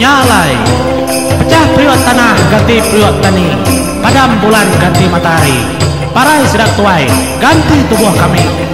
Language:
Iban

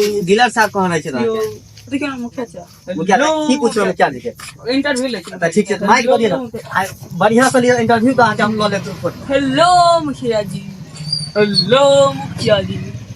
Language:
Maithili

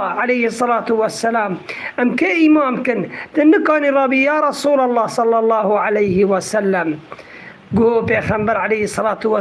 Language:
Kurdish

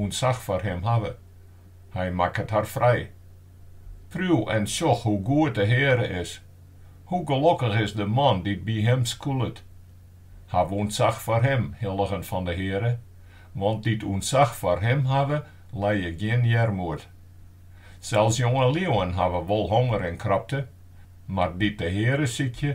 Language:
Western Frisian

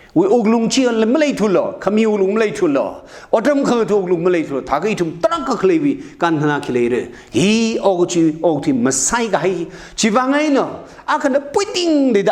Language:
Tangkhul Naga (India)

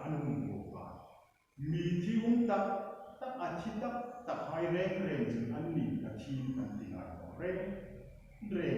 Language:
Hmar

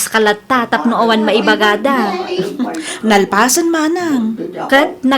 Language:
Iloko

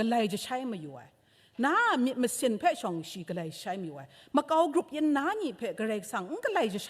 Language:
Kachin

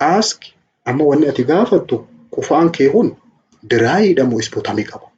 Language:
Oromo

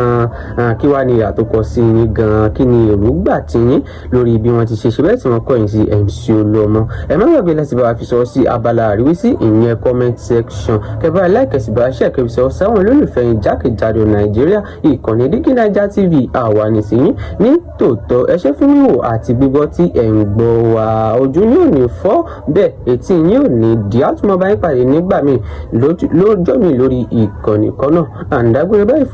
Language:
Yoruba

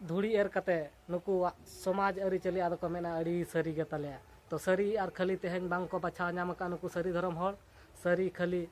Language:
Santali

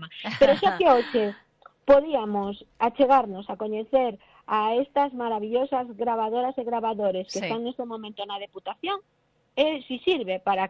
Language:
Galician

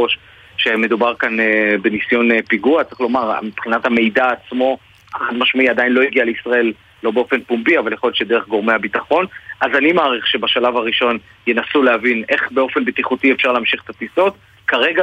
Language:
Hebrew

